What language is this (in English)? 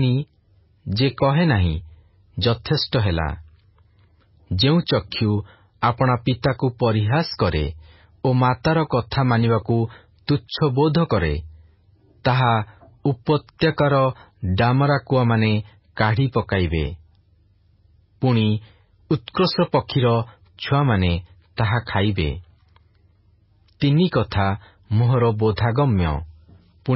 Odia